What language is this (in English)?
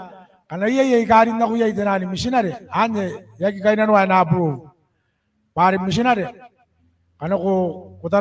Gilbertese